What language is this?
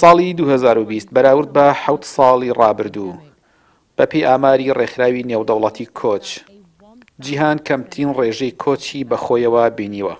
Central Kurdish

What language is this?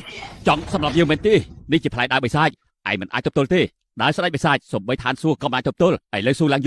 Khmer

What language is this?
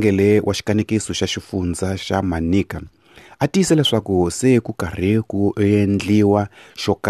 Tsonga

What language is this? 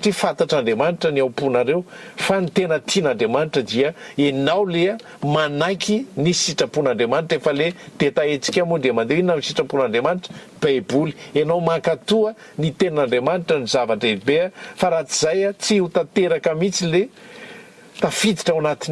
Malagasy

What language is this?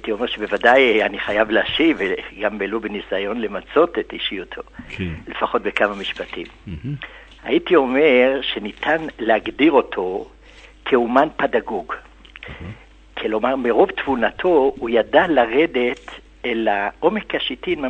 Hebrew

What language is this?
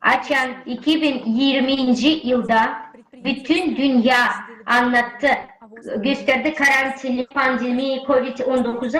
Gagauz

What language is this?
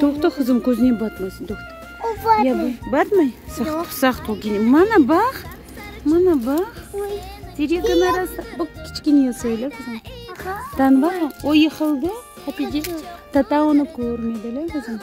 Crimean Tatar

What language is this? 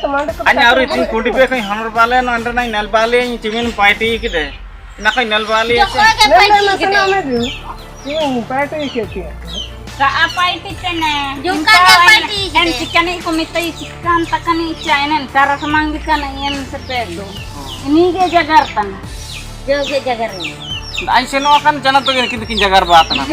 Ho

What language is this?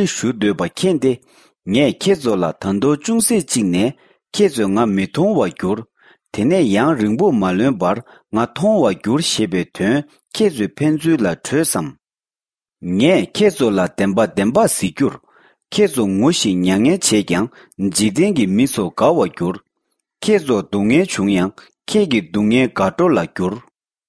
Tibetan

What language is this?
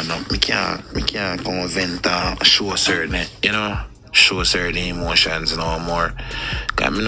Jamaican Creole English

